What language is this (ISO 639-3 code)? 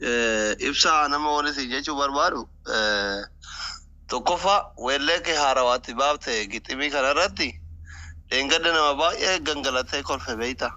orm